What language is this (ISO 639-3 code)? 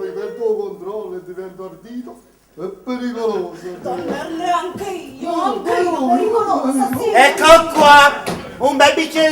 nap